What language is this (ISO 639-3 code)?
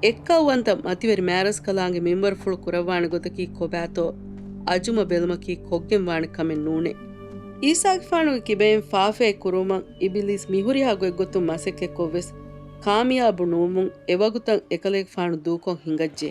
div